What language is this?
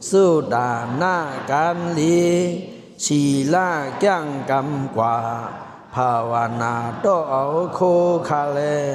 Shan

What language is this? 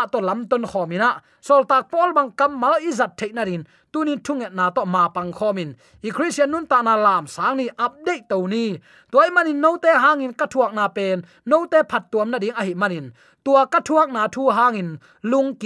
Tedim Chin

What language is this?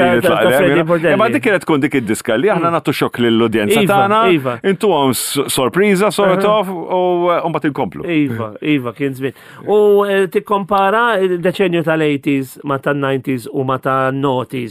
Maltese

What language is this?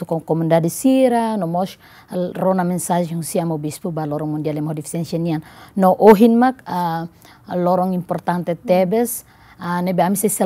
Tetum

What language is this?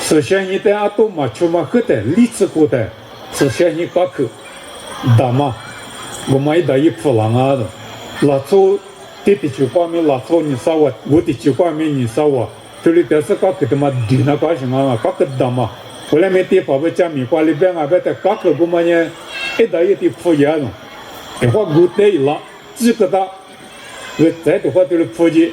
Lisu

